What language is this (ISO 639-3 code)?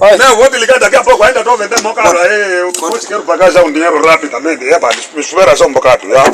nyk